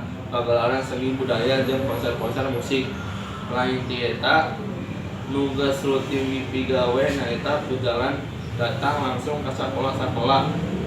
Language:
Sundanese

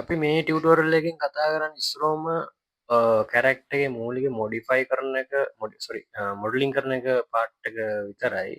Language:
Sinhala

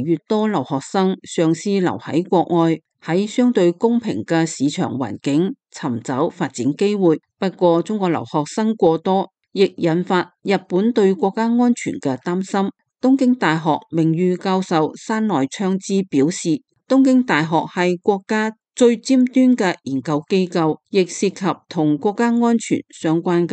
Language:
Cantonese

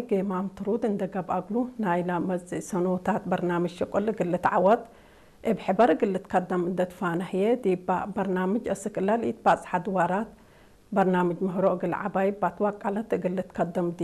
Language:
Tigre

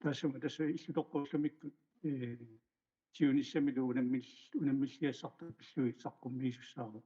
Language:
Kalaallisut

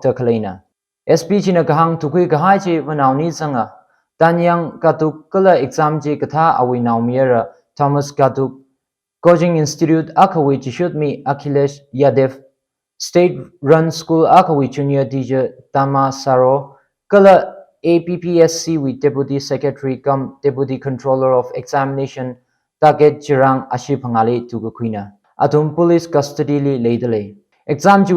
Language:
Tangkhul Naga (India)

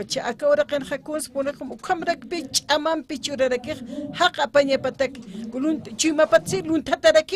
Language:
Aymara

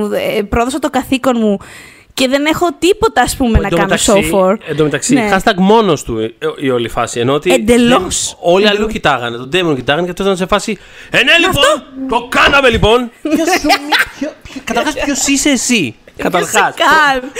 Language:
Greek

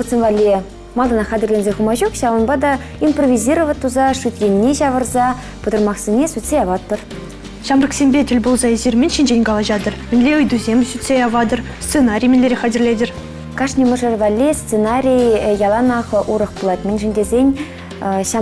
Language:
Chuvash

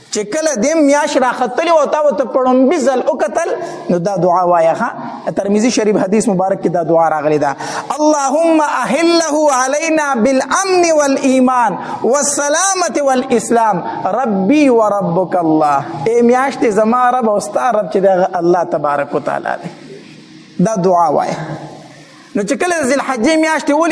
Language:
Pashto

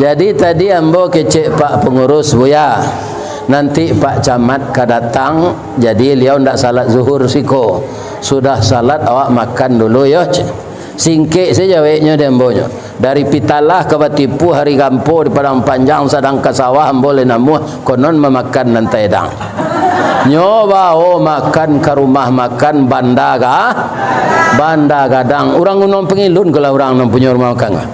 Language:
Minangkabau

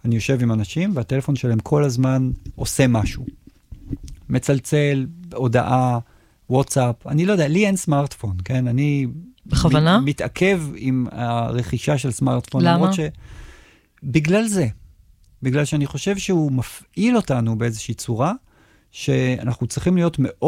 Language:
Hebrew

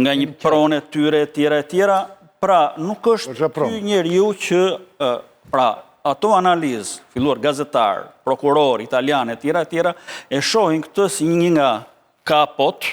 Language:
Albanian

